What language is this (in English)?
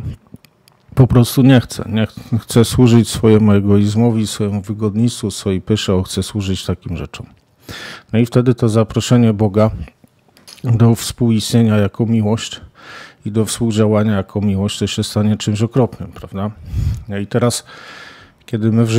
Polish